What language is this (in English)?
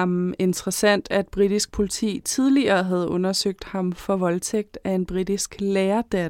Danish